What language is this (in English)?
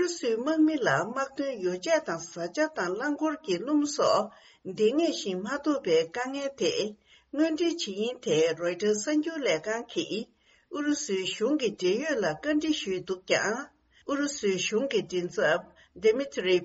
Tibetan